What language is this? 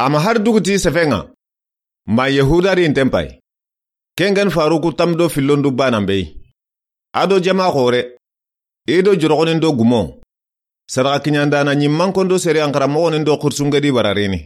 Soninke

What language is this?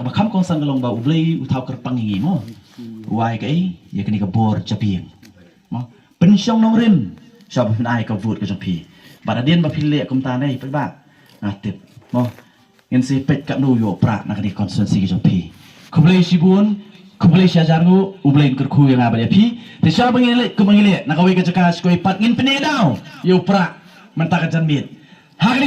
Khasi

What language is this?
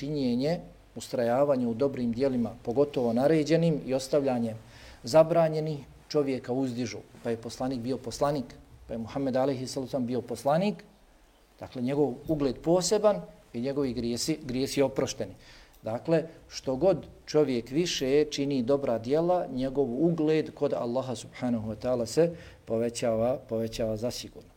Bosnian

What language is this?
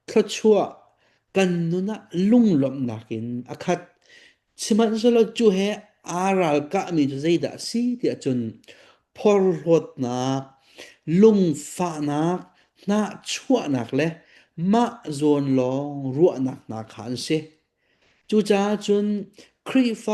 Hakha Chin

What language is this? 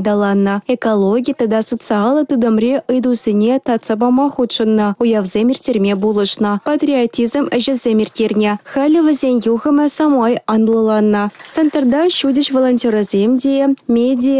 Chuvash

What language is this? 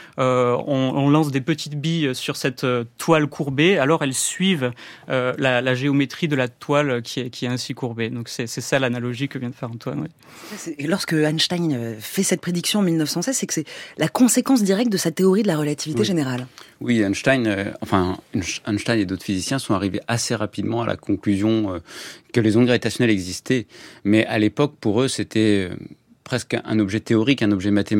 French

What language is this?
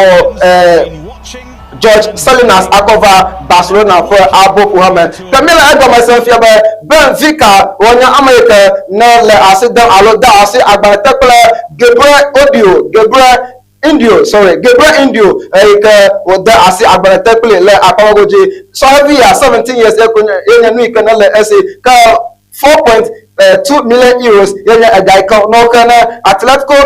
Ewe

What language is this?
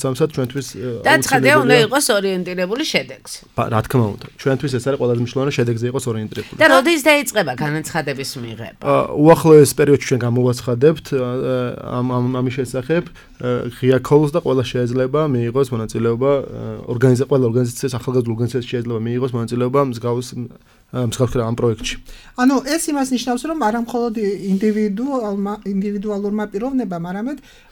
Georgian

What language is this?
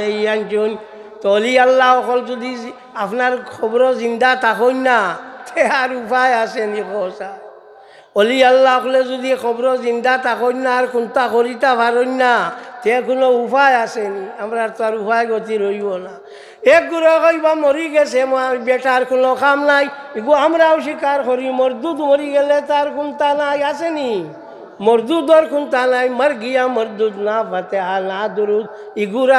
Sylheti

